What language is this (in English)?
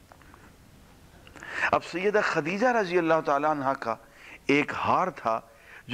Urdu